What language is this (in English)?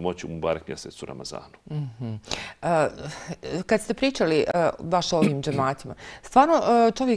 Bosnian